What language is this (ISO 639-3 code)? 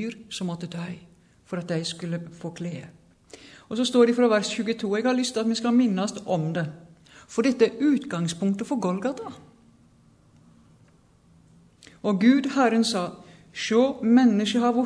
nor